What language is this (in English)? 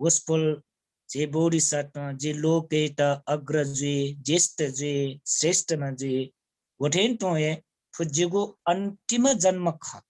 Newari